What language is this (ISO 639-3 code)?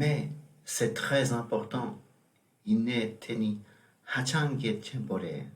bod